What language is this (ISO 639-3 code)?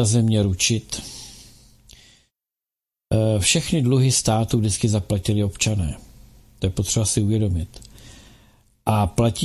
ces